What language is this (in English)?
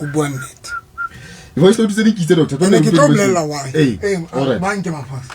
Southern Sotho